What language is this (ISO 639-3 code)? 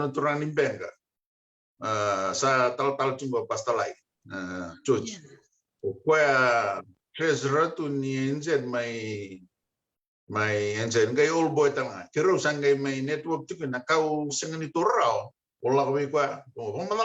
fij